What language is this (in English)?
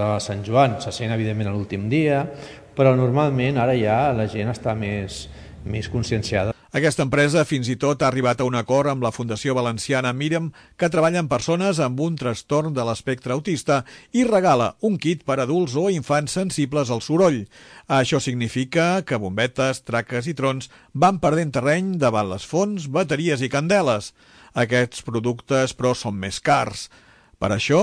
Catalan